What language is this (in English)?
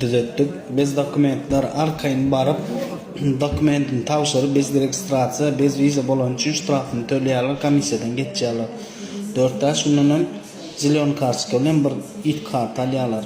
Turkmen